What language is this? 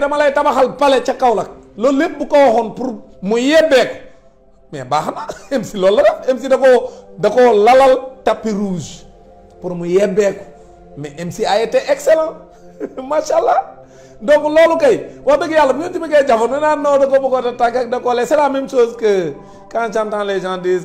Wolof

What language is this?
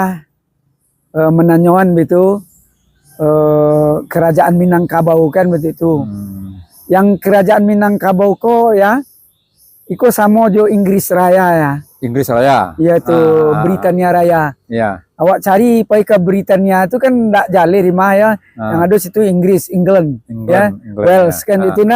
Minangkabau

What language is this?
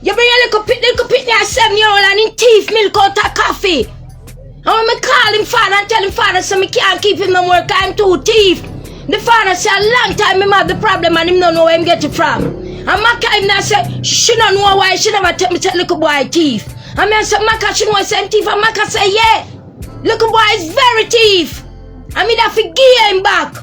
Jamaican Creole English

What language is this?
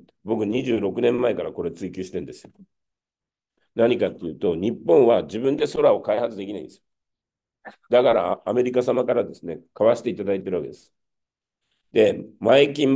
Japanese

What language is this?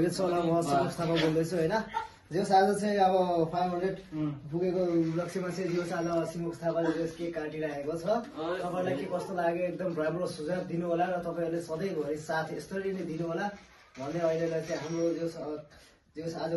Nepali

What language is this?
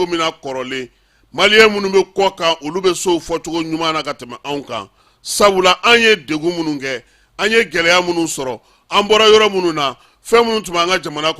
Bambara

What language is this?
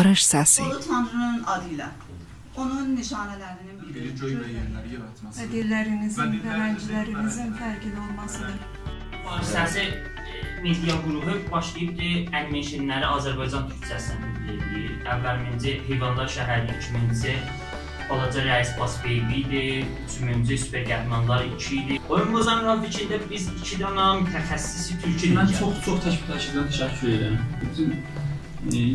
South Azerbaijani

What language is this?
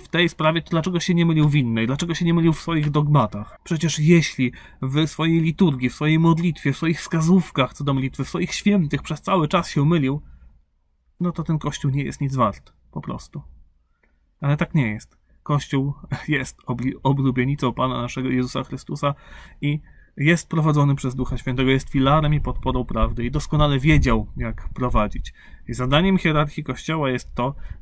Polish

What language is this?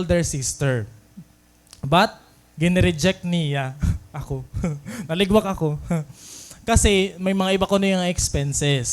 Waray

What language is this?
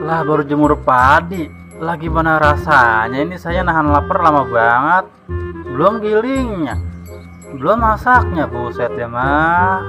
Betawi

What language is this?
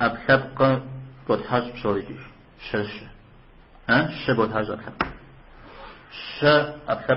Kabardian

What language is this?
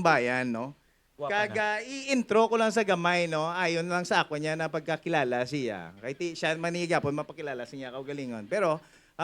Hiligaynon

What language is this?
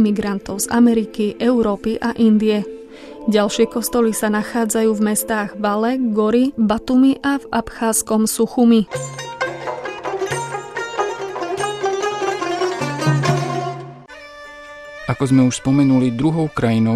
Slovak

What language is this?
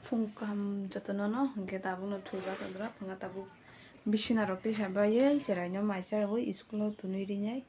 Kok Borok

